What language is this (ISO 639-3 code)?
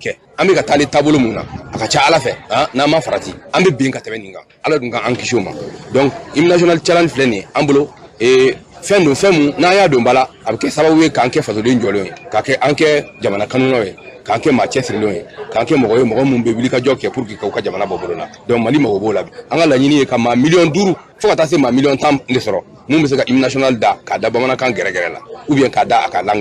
bam